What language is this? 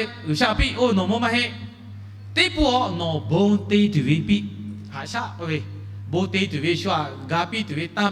Lahu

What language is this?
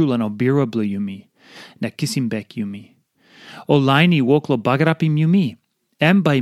Tok Pisin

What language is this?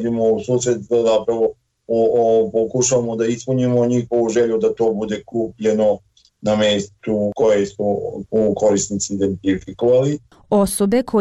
Bosnian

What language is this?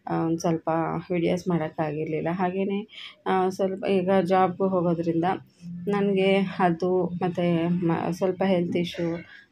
Kannada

